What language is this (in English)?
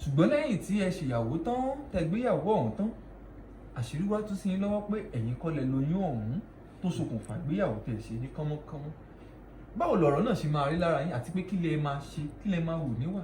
Yoruba